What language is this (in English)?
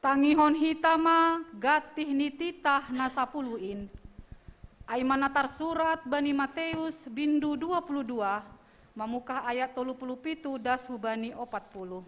Batak Simalungun